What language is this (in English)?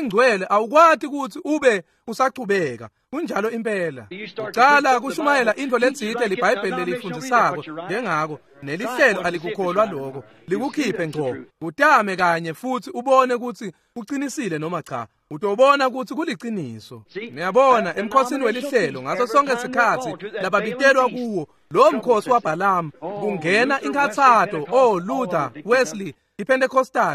Swati